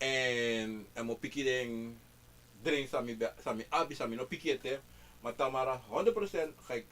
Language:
Sranan Tongo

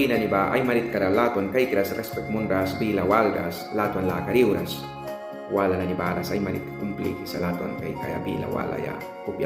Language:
Mískito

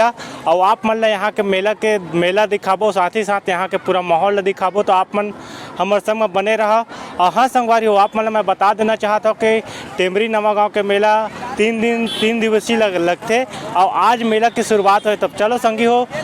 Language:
Chhattisgarhi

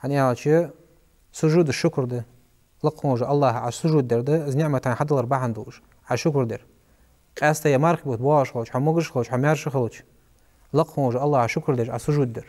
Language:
Ingush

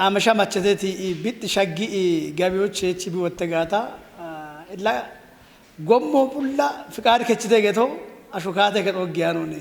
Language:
Kafa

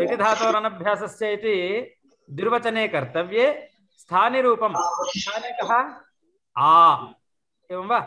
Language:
Sanskrit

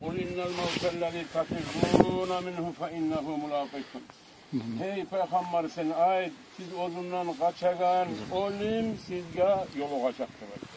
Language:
Kumyk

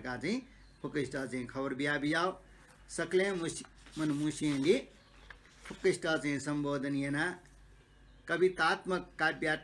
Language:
Newari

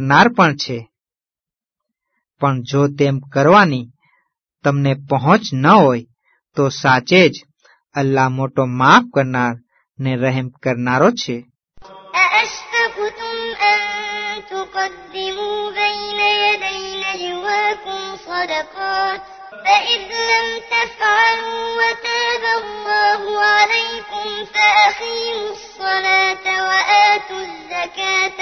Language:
Gujarati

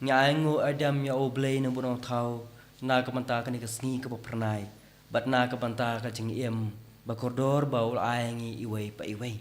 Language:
Khasi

